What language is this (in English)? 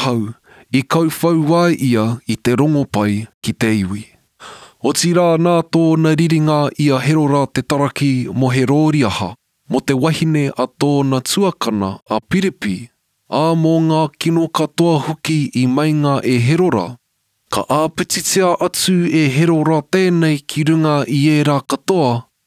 Māori